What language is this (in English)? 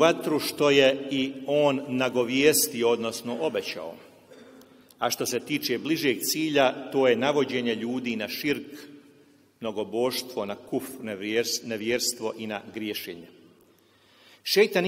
Bosnian